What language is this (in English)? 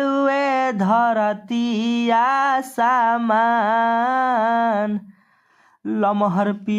Bhojpuri